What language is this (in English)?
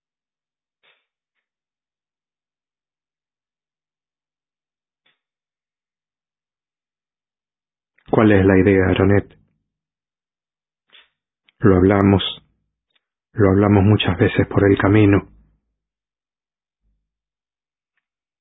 Spanish